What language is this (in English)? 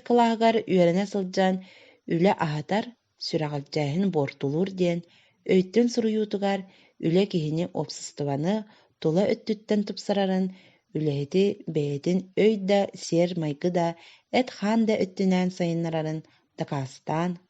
Yakut